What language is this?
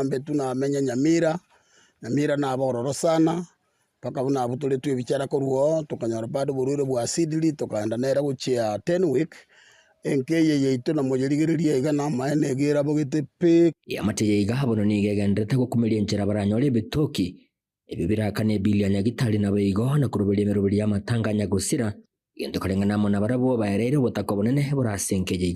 Gusii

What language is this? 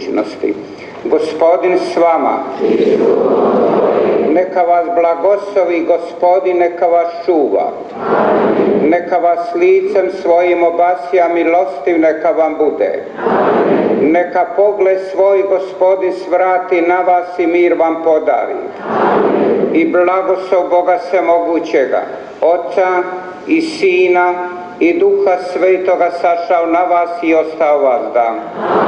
Croatian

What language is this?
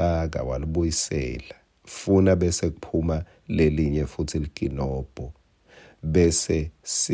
Swati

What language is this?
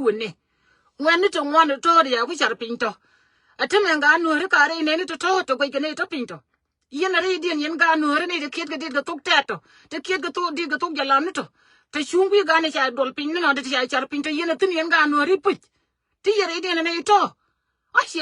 Nuer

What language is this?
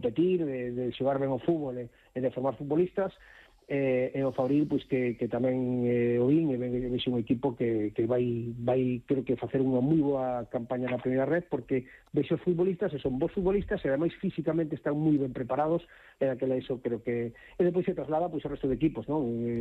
Galician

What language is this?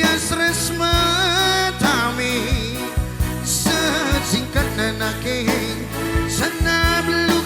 Batak Karo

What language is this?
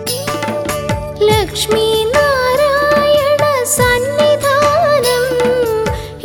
Malayalam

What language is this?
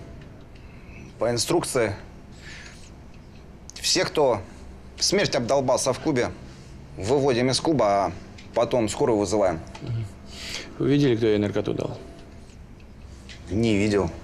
Russian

